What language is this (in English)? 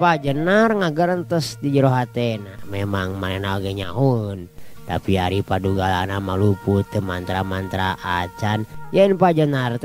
Sundanese